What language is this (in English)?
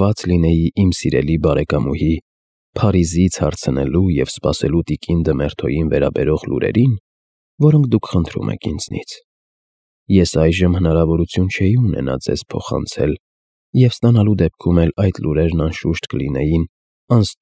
Armenian